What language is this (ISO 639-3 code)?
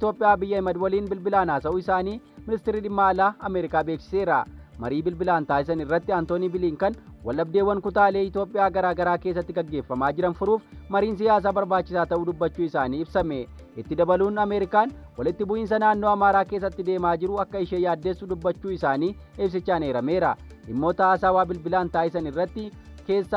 orm